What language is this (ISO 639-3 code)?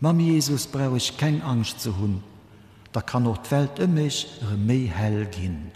ltz